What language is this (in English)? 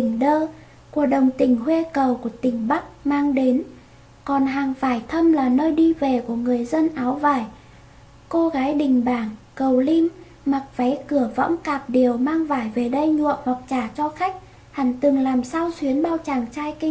Vietnamese